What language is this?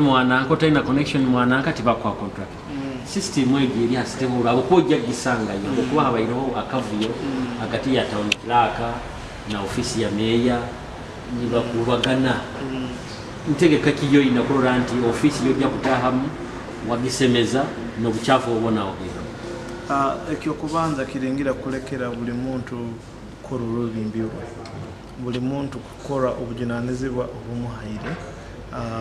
Nyoro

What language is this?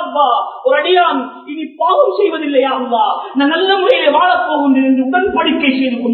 Tamil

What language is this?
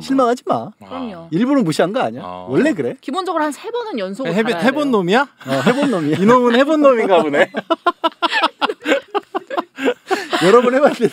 Korean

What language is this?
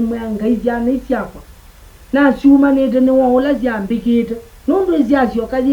Kamba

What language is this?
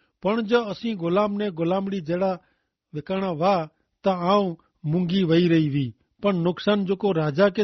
Kachhi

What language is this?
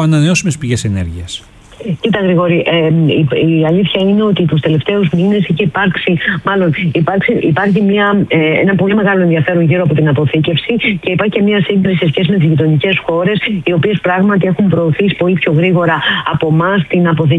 Greek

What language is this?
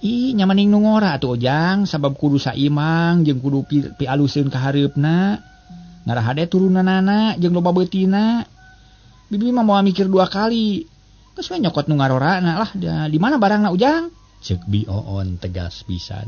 Sundanese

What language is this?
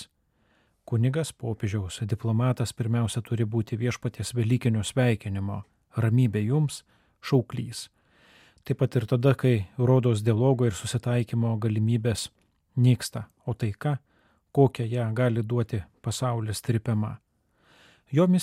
Lithuanian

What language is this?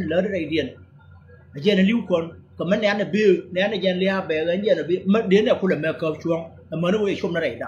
Nuer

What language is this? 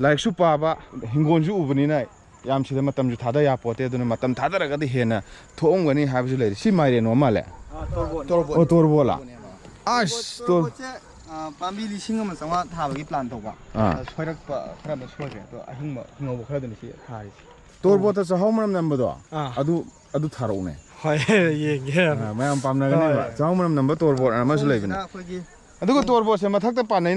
Manipuri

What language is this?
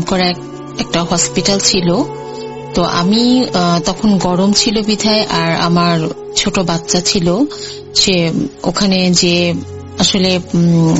Bangla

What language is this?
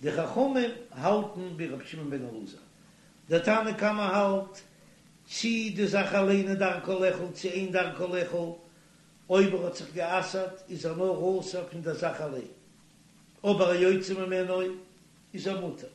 Yiddish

